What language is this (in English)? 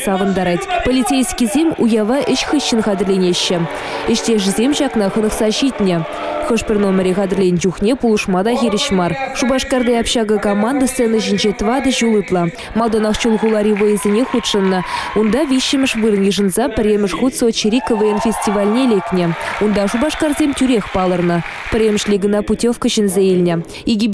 Chuvash